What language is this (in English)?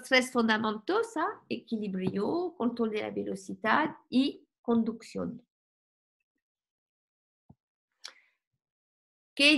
Spanish